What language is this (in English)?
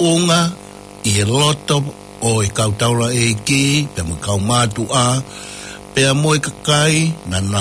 Tongan